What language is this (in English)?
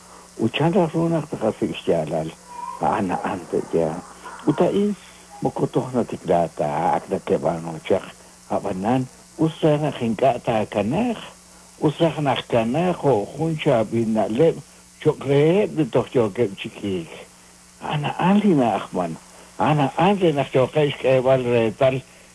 Kekchí